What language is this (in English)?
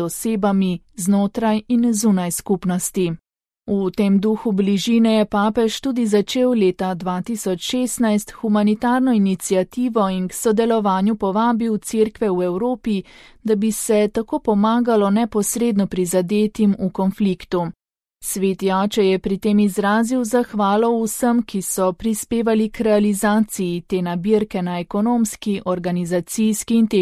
Slovenian